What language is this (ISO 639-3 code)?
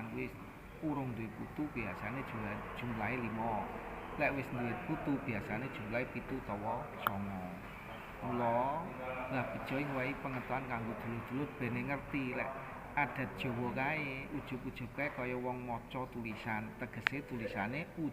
jav